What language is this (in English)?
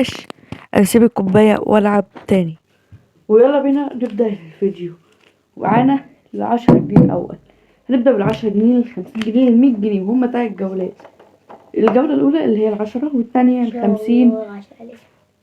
Egyptian Arabic